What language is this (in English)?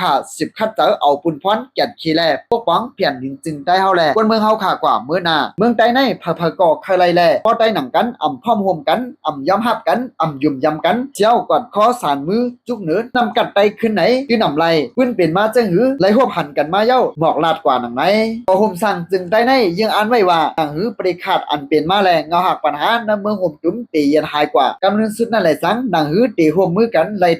Shan